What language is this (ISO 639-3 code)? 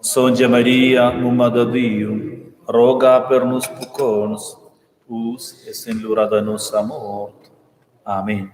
roh